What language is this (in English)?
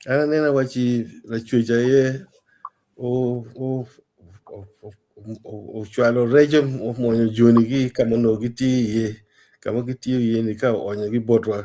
Acoli